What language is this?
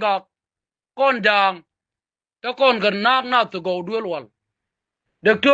Nuer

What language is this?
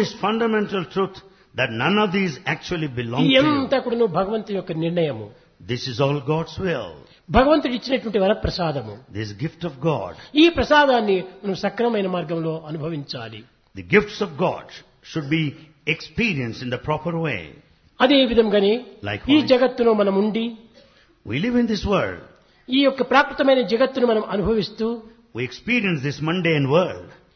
Telugu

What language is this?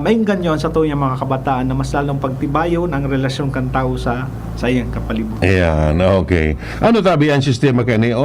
Bikol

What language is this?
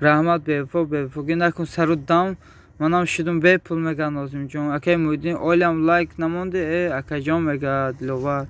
Tajik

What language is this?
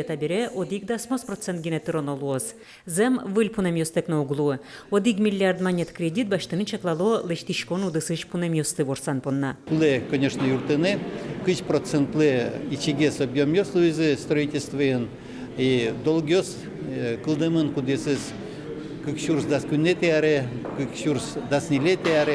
Udmurt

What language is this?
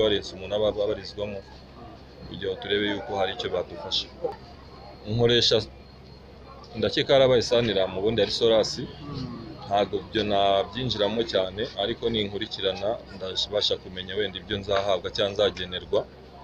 Kinyarwanda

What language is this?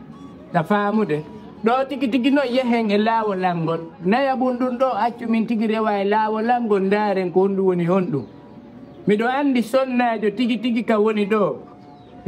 Fula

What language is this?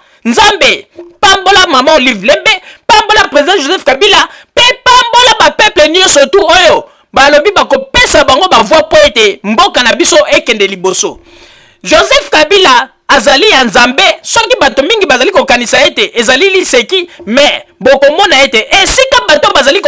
Lingala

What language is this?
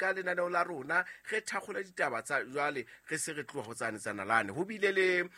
Southern Sotho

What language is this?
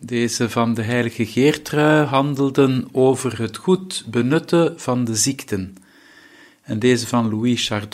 Dutch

